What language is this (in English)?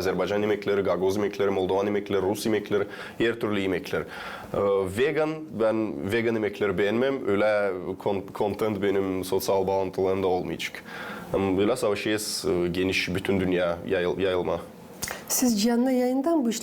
Gagauz